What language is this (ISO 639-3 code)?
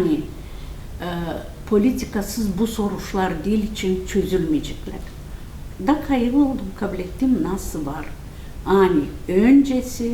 gag